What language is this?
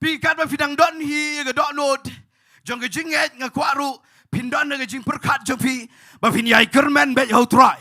Khasi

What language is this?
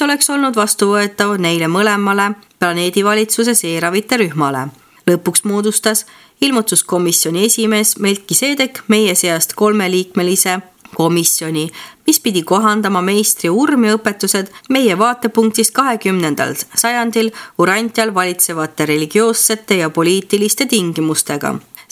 Estonian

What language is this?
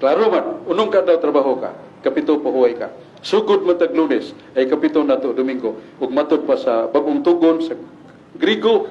Cebuano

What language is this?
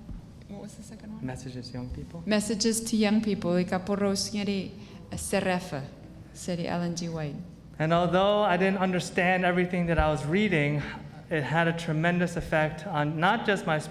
Chuukese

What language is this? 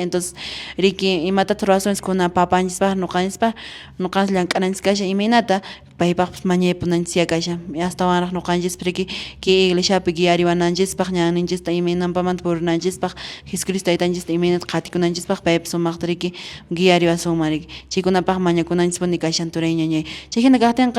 Quechua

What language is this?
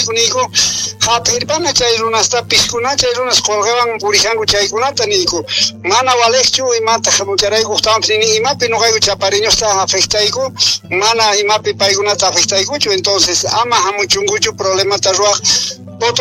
Quechua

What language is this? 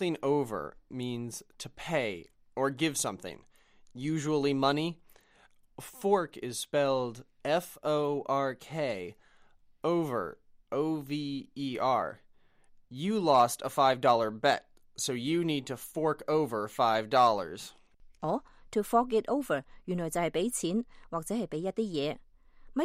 Cantonese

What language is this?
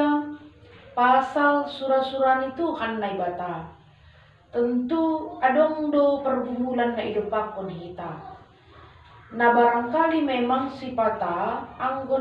Batak Simalungun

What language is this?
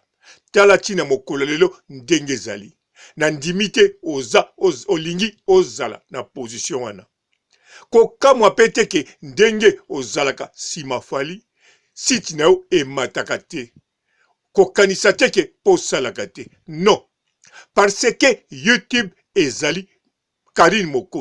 Lingala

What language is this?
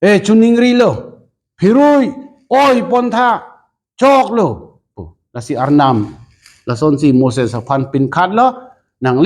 Karbi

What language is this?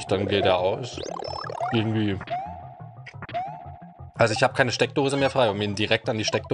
German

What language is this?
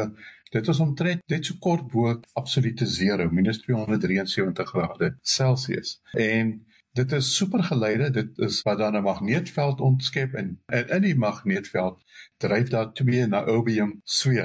Afrikaans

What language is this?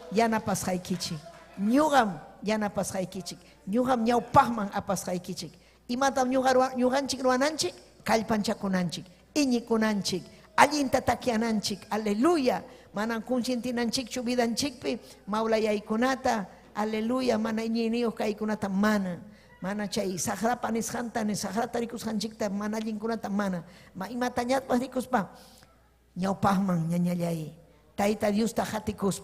Ayacucho Quechua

